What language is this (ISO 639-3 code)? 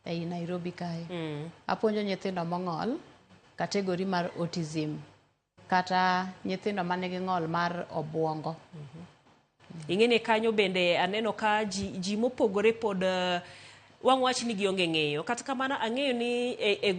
luo